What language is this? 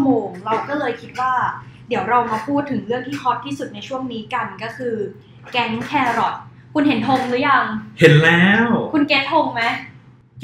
Thai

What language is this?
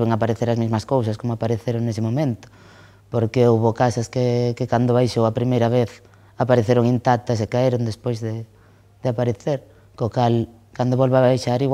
Galician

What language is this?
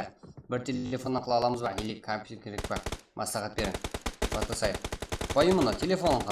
Kara-Kalpak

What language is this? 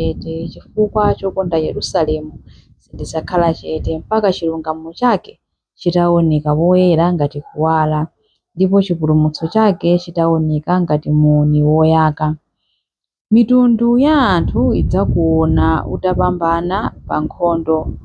Nyanja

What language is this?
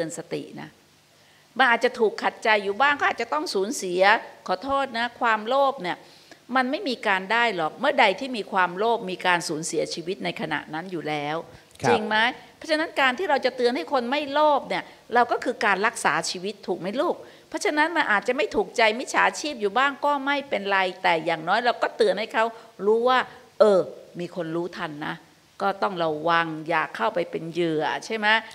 Thai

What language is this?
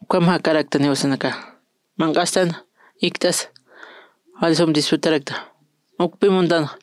Aymara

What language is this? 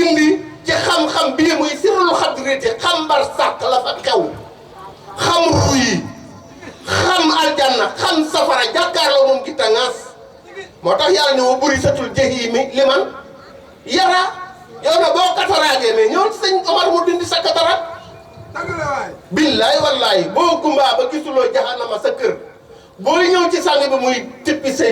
Wolof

